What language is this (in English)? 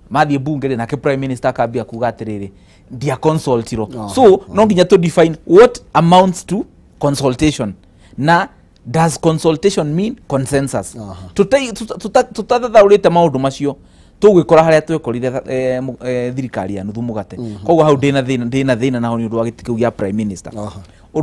Kikuyu